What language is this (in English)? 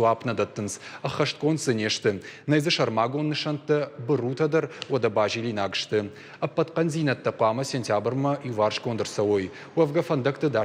Ossetic